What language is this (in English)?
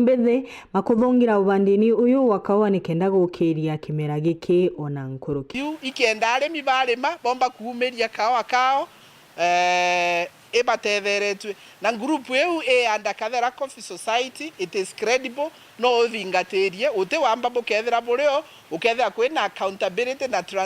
Meru